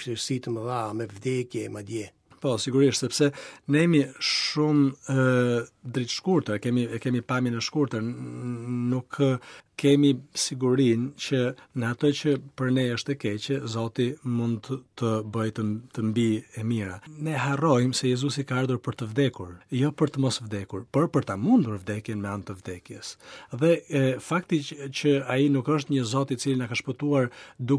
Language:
Albanian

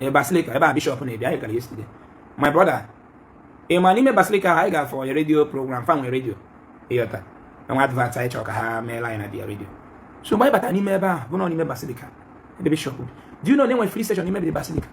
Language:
Igbo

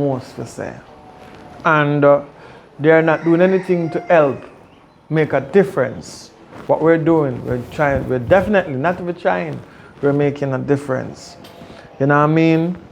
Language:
Jamaican Creole English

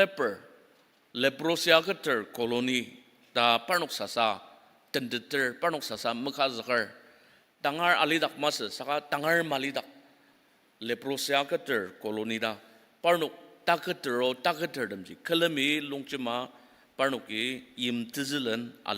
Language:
Ao Naga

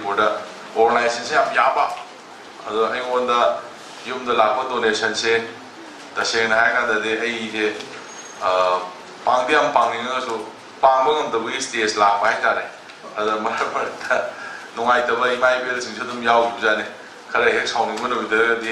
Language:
Manipuri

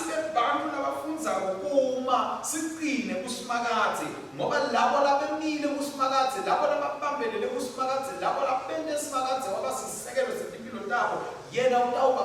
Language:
Swati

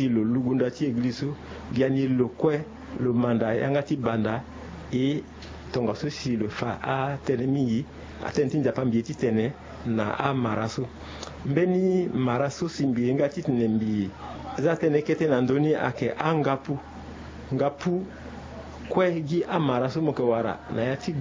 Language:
Sango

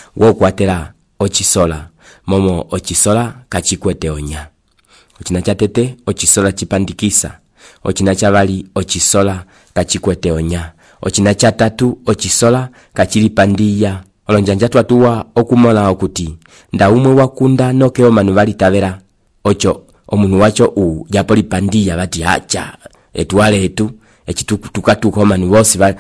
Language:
Umbundu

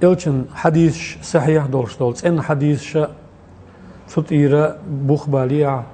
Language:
Chechen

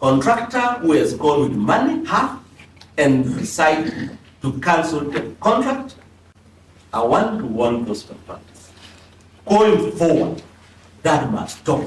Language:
Kamba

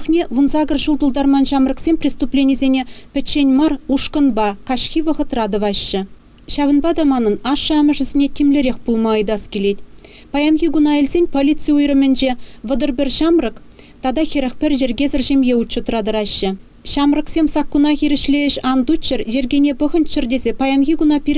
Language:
Chuvash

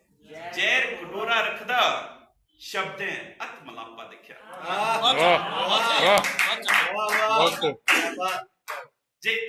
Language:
Dogri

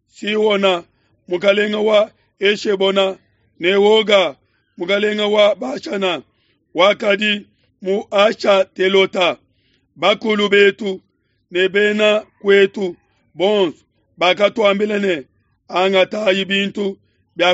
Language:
Luba-Lulua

